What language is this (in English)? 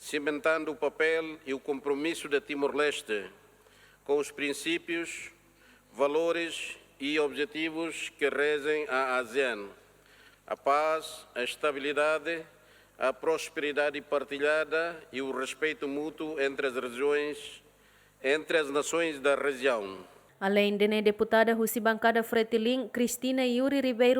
Tetum